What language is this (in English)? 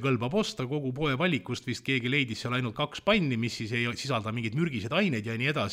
Estonian